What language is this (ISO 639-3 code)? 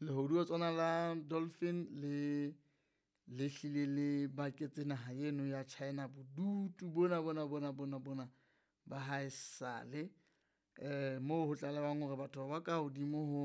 sot